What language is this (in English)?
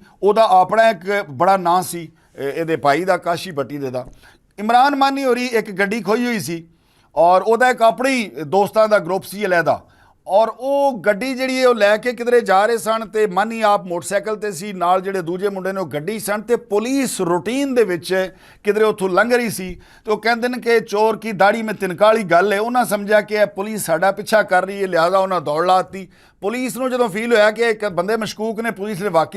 Western Panjabi